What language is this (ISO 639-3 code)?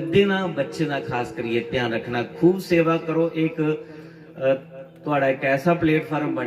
doi